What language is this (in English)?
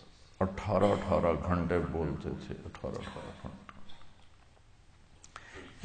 Urdu